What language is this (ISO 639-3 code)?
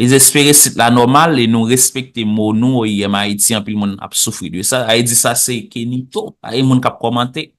hat